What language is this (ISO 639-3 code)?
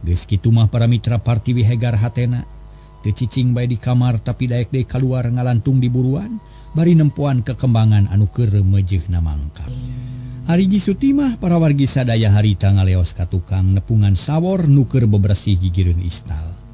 sun